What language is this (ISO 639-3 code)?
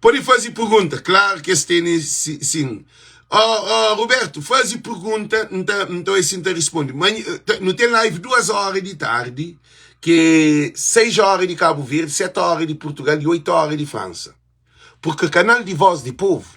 kea